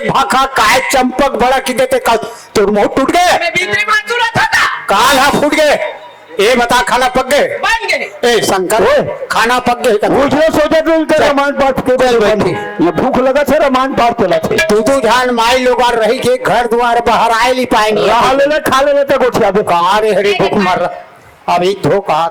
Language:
Chhattisgarhi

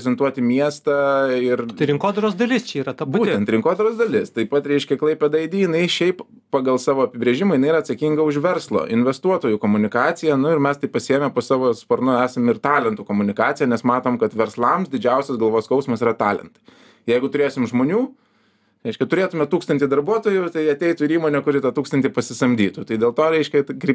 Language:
Lithuanian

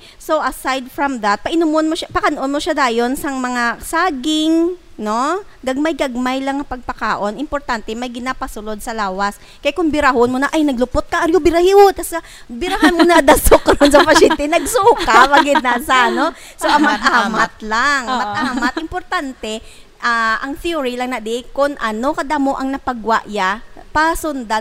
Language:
Hiligaynon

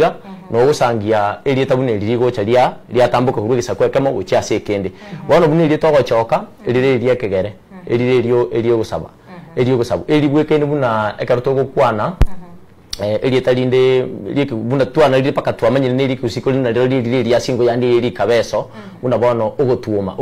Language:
Gusii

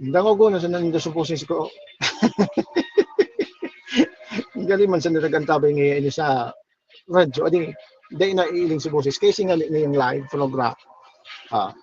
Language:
Bikol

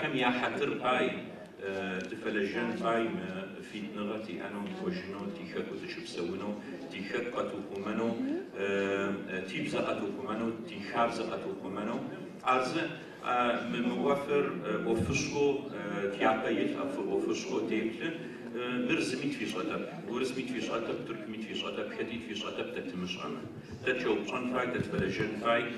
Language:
Adyghe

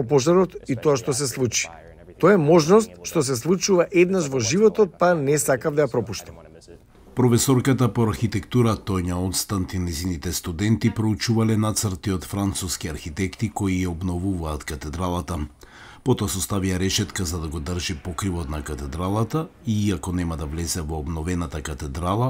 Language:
Macedonian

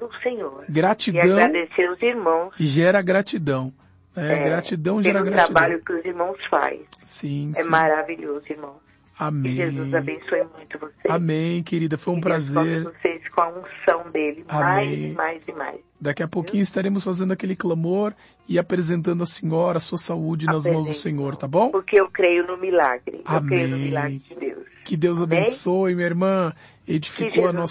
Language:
Portuguese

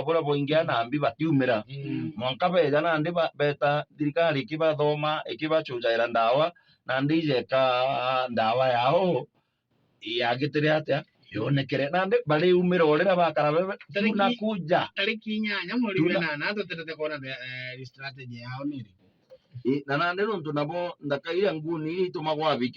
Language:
Meru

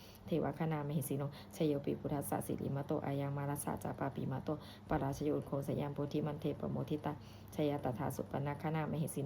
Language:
Pali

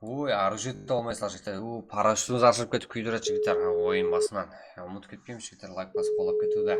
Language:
Kara-Kalpak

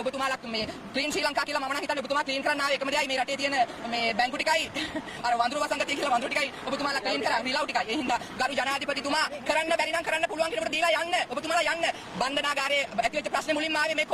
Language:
Sinhala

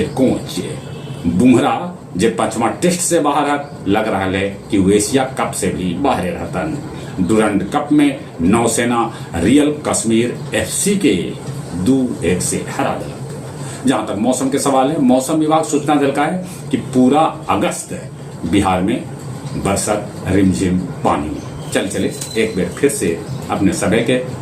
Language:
Magahi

